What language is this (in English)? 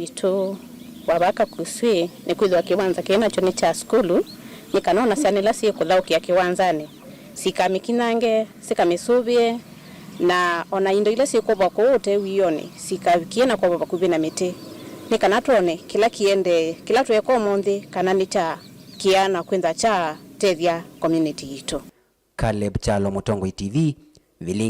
Kamba